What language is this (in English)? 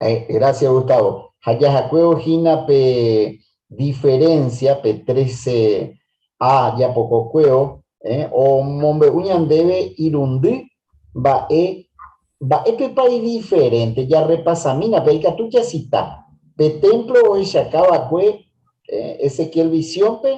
Guarani